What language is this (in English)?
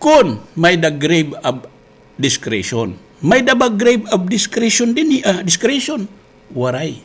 Waray